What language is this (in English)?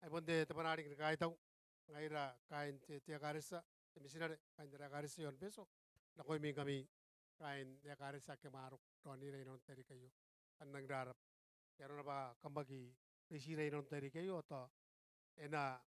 Gilbertese